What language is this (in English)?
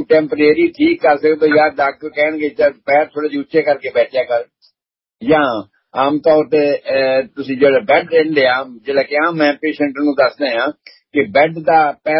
Punjabi